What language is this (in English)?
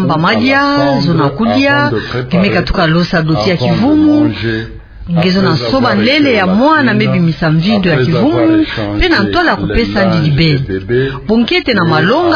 Kituba (Democratic Republic of Congo)